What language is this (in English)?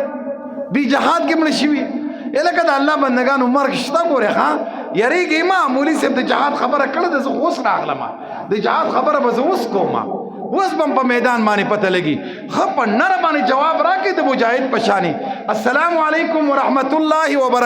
Pashto